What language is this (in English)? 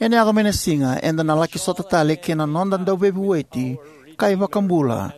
Fijian